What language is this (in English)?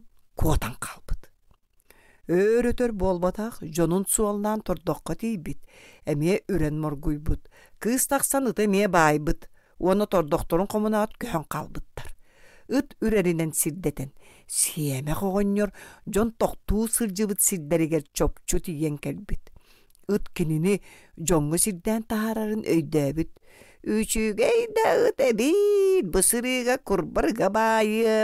Yakut